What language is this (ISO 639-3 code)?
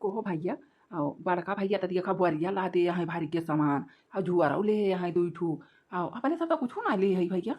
awa